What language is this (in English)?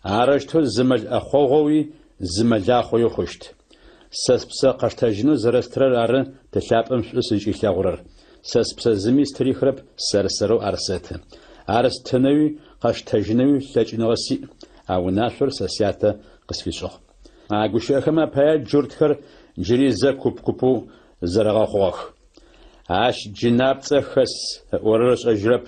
Adyghe